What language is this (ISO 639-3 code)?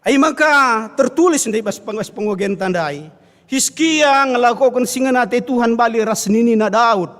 btx